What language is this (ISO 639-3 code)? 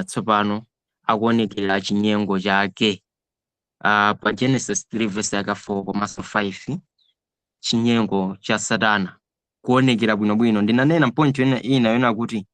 nya